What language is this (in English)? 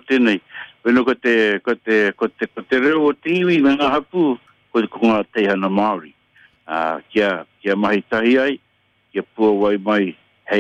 Māori